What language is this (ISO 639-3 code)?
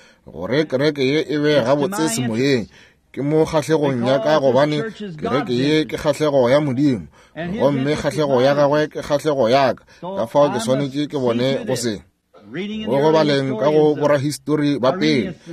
nso